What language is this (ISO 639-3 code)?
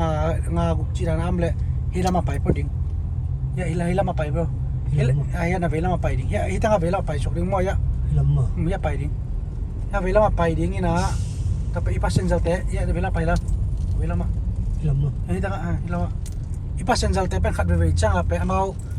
ctd